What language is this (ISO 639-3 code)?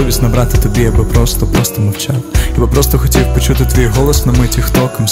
ukr